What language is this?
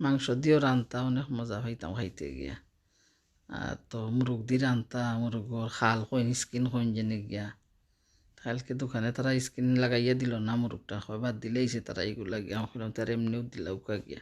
Sylheti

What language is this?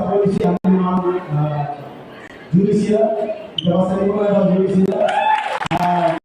Tetum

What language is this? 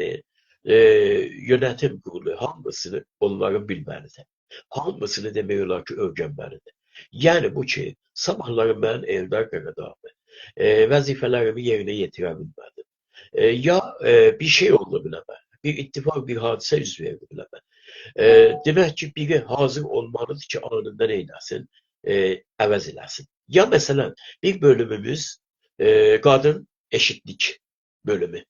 South Azerbaijani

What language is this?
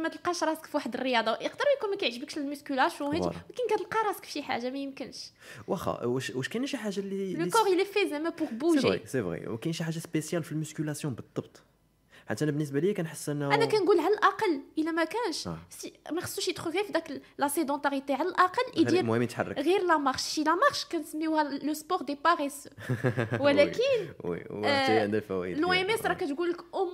Moroccan Arabic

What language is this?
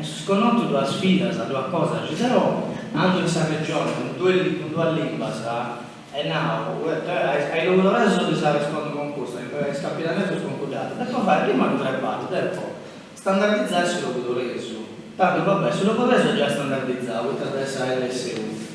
Sardinian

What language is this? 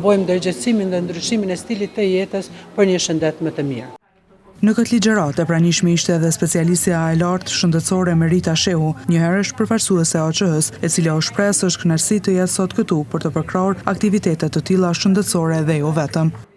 Albanian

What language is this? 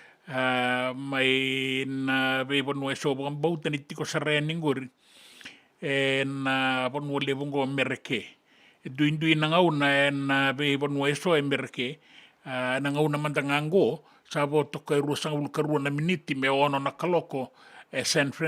Fijian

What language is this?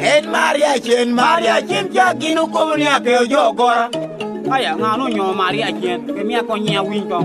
Lango (Uganda)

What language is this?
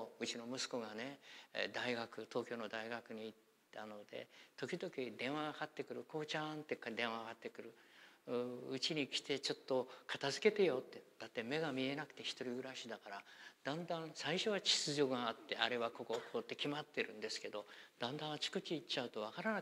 Japanese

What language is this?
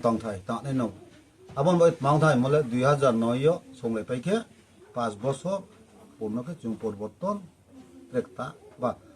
Riang (India)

